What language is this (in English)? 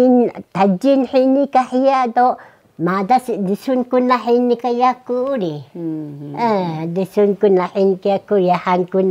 Taroko